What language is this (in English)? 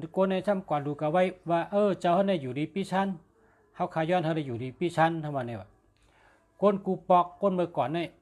Shan